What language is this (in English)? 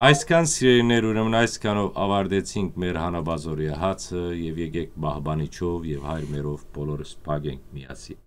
Western Armenian